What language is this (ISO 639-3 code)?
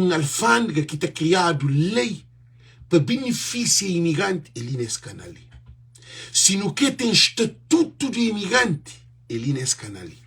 kea